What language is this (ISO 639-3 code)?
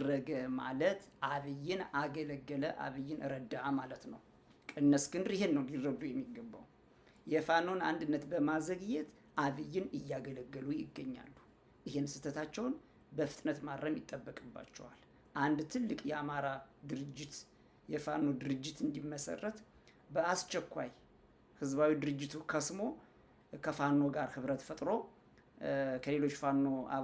amh